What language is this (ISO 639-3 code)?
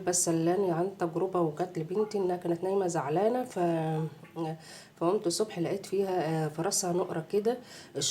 arz